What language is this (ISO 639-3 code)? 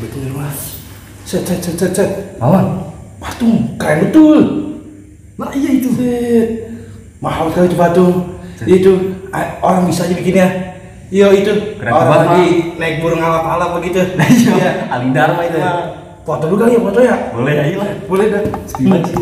bew